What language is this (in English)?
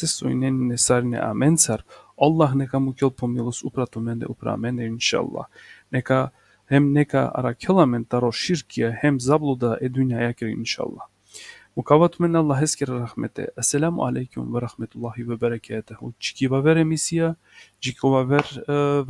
Balkan Romani